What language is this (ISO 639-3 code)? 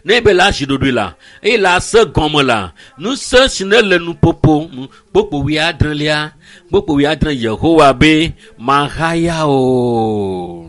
ewe